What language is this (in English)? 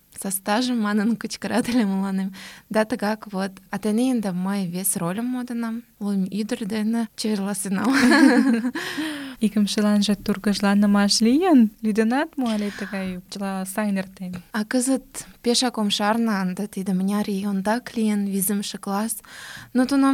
Mari